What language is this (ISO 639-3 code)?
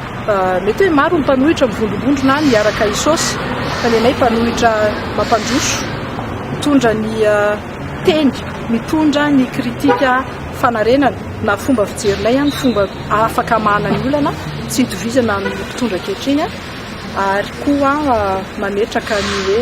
mlg